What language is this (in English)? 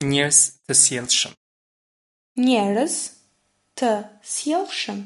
Albanian